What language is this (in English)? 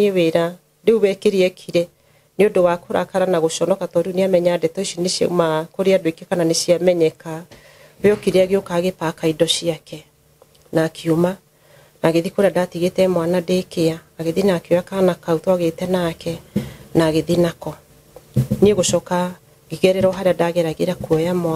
Kikuyu